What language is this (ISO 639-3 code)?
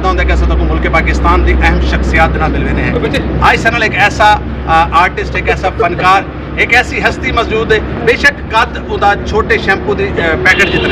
skr